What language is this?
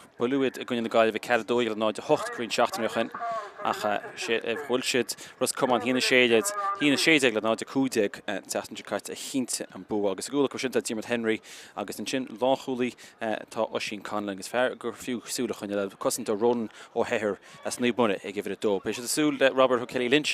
Irish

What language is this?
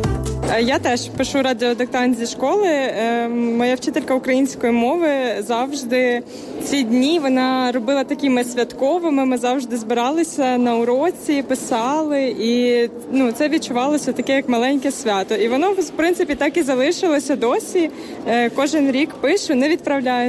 Ukrainian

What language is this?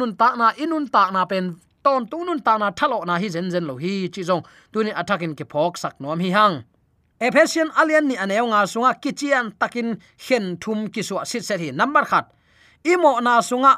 Tedim Chin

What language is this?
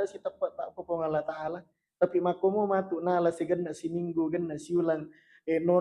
Buginese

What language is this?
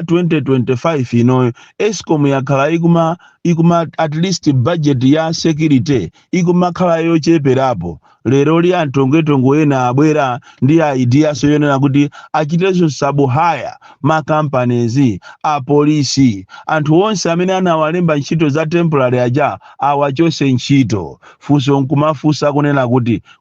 Nyanja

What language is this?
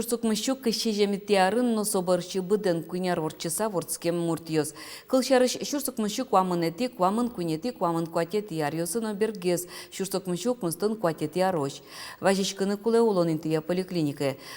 Udmurt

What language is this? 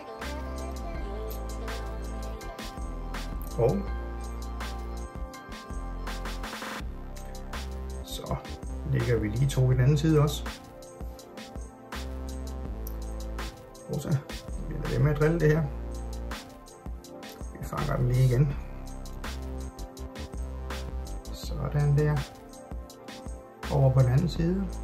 Danish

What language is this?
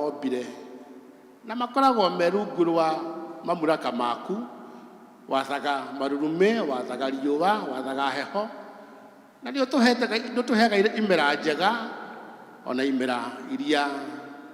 Kikuyu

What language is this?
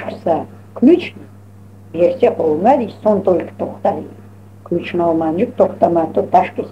Crimean Tatar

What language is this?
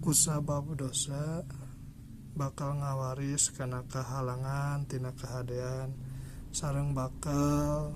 Sundanese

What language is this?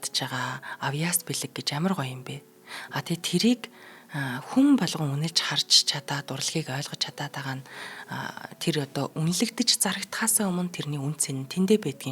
Mongolian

